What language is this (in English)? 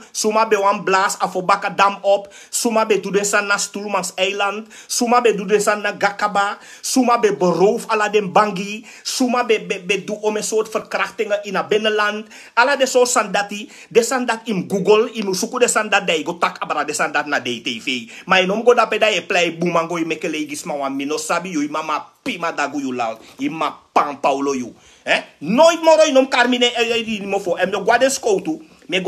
Sranan Tongo